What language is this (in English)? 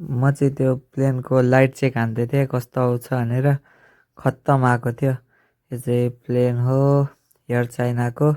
Nepali